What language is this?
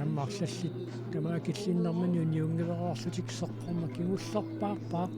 Kalaallisut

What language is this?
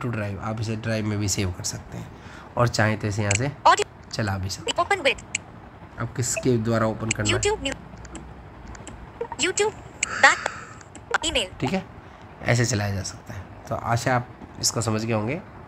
Hindi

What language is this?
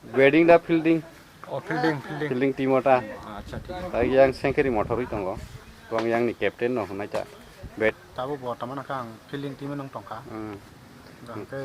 Kok Borok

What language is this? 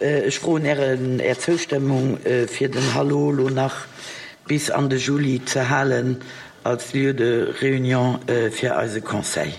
Luxembourgish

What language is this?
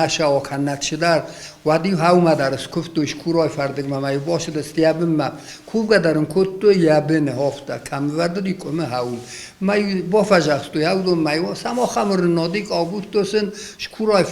Ossetic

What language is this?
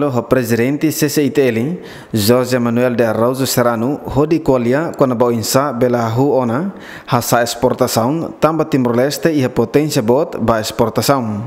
Tetum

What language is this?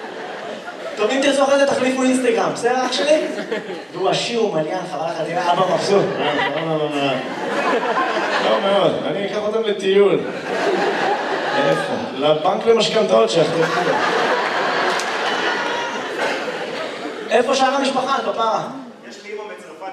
Hebrew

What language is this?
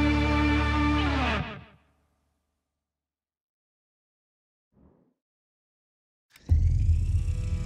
Japanese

